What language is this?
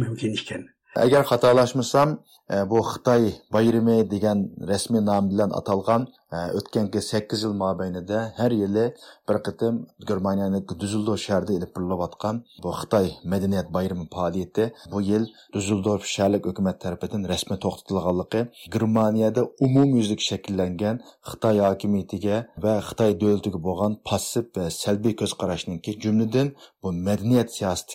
Uyghur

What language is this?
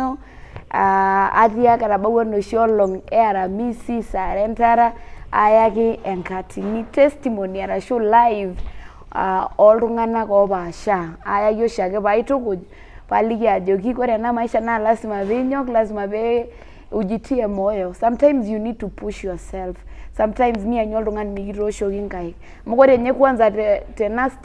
Masai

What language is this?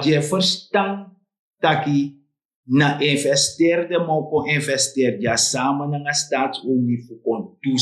Sranan Tongo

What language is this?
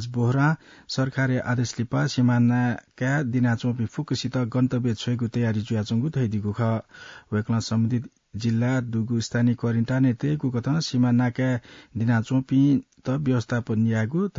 Newari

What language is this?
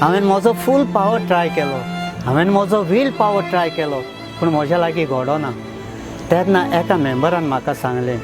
Konkani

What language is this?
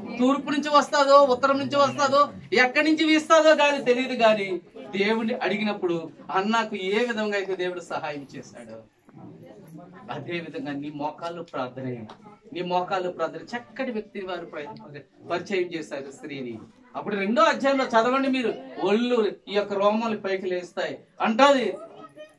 Telugu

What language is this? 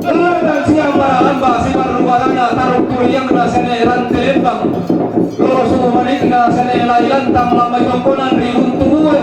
Toraja-Sa'dan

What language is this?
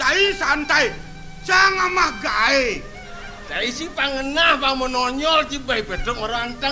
Balinese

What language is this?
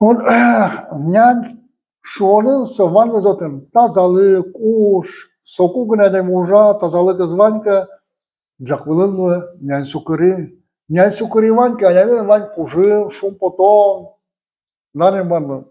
Udmurt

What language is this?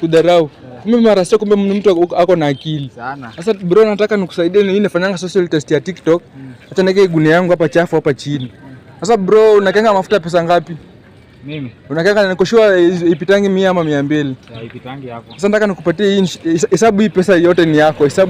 Swahili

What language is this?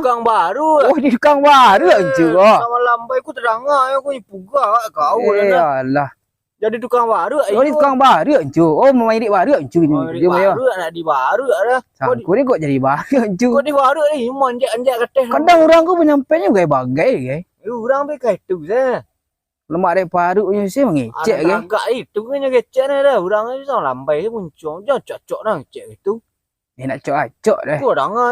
Minangkabau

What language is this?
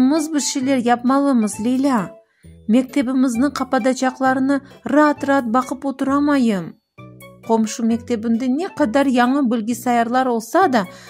Crimean Tatar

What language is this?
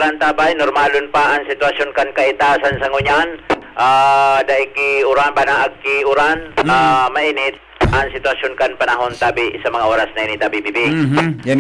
Bikol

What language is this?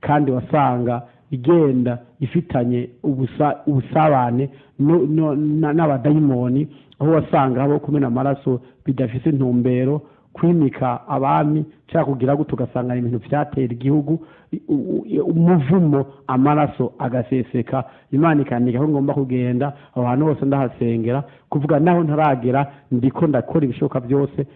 Rundi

